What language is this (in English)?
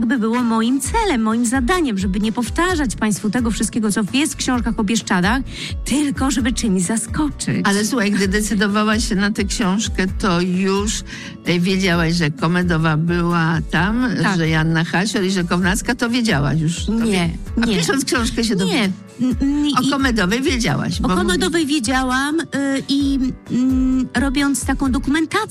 Polish